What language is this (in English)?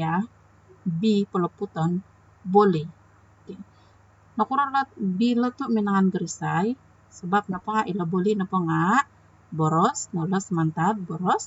Central Dusun